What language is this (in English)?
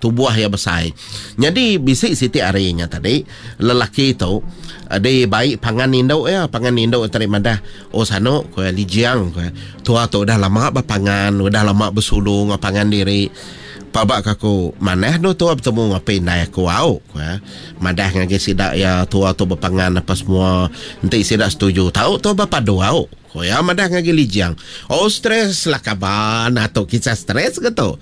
Iban